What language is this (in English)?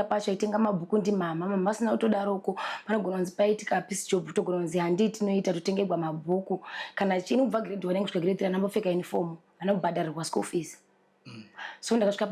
Shona